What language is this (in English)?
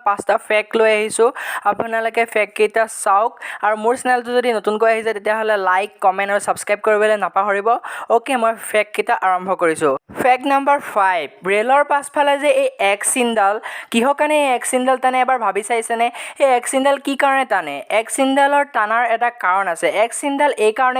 Assamese